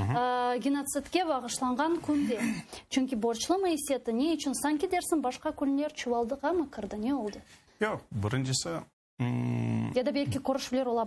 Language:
Crimean Tatar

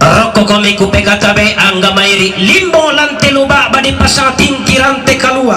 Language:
Toraja-Sa'dan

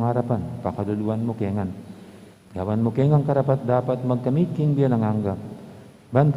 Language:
Pampanga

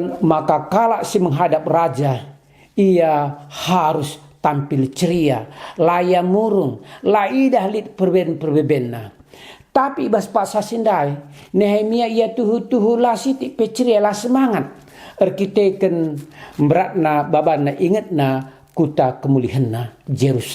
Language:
Batak Karo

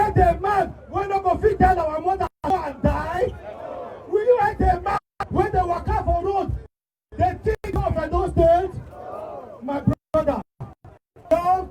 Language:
Nigerian Pidgin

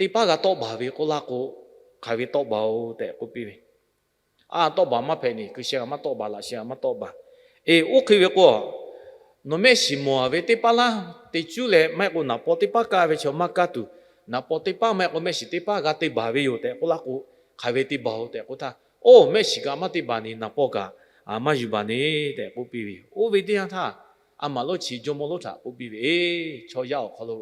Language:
Lahu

